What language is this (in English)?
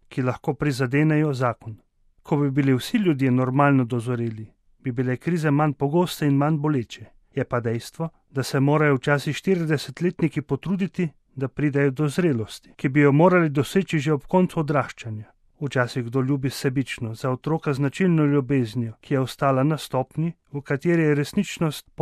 Slovenian